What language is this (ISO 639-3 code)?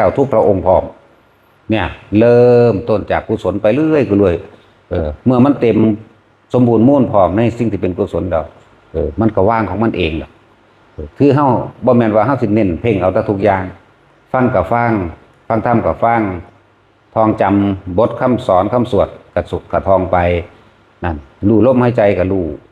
tts